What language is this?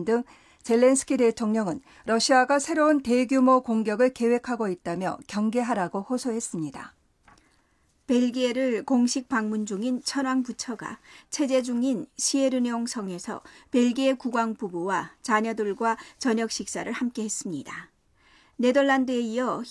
Korean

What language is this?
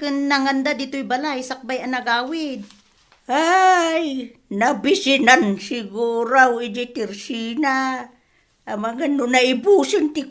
Iloko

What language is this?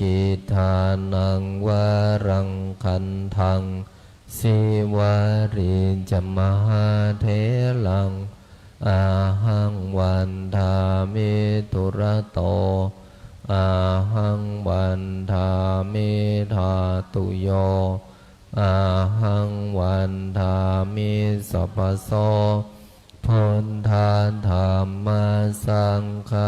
Pali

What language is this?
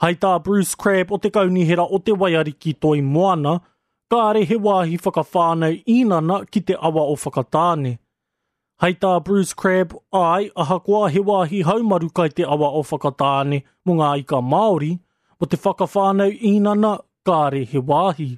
Māori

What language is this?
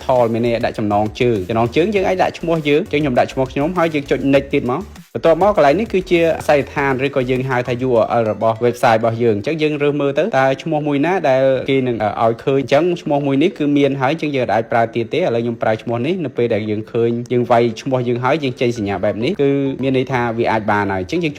Khmer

